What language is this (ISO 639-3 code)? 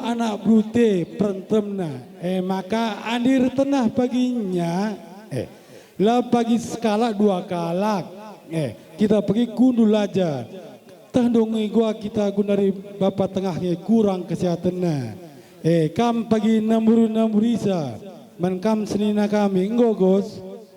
btx